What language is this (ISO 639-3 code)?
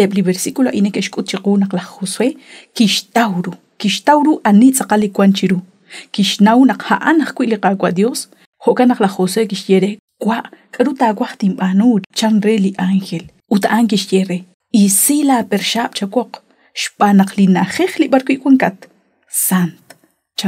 kek